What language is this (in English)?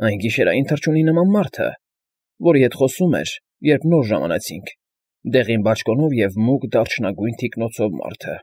Armenian